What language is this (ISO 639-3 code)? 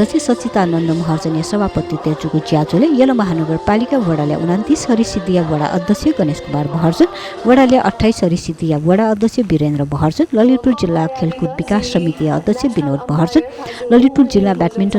new